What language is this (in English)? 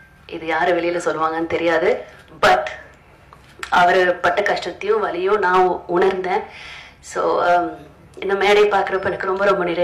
Tamil